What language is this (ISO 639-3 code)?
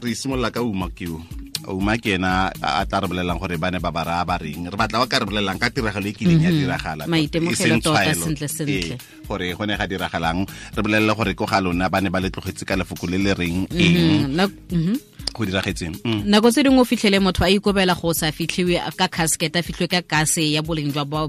tsn